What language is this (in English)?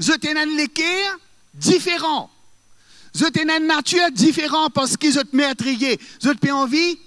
Morisyen